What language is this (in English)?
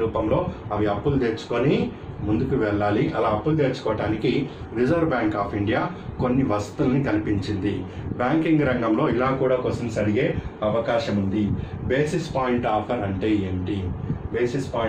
Telugu